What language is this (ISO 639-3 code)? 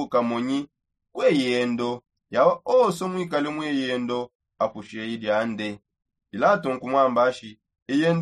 sop